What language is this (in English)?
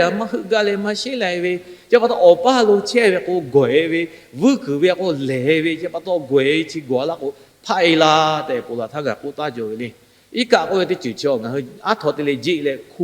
Lahu